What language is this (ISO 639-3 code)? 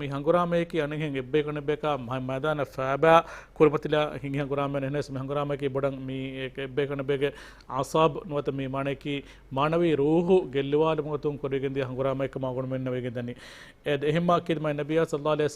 div